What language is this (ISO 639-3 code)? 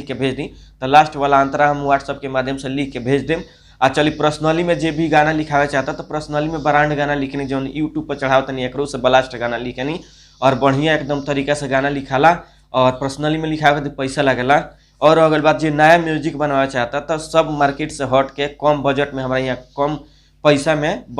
bho